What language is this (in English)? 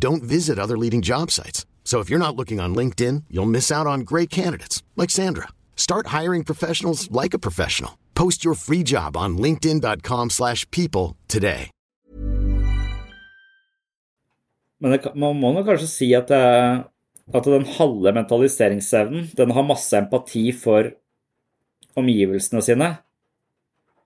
Norwegian